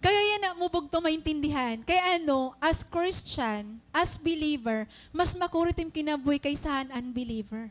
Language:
Waray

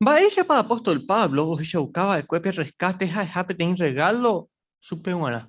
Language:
Guarani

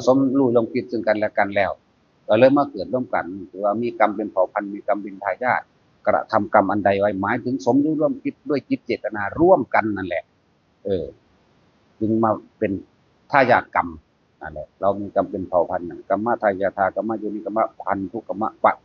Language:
Northeastern Thai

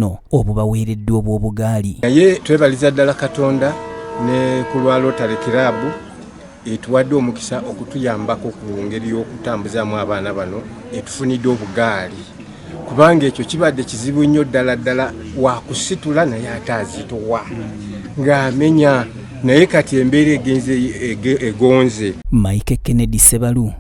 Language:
Ganda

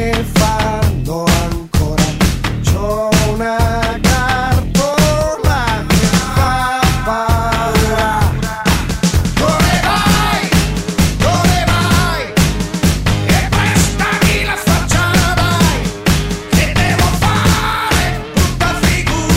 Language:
Italian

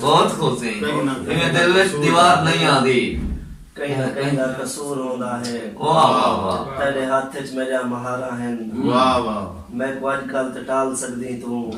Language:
Saraiki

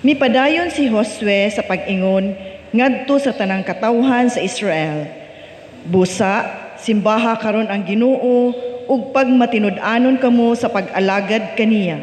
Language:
Cebuano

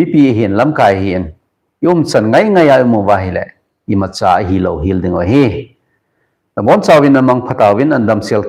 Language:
Thado Chin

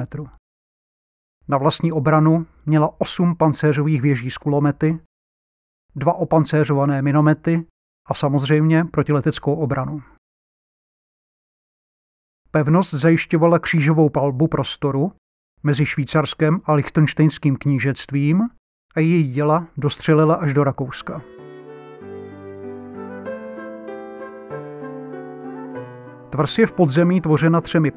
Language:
Czech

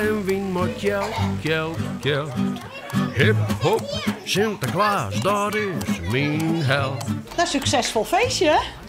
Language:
Western Frisian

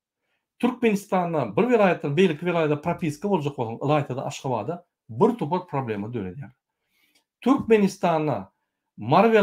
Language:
Turkmen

